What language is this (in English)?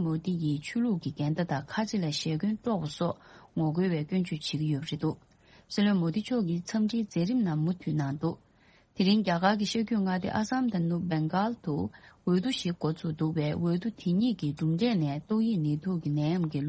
Tibetan